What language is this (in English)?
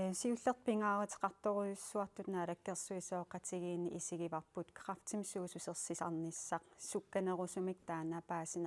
Kalaallisut